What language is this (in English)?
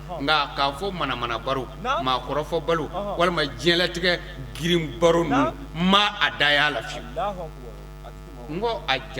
Bambara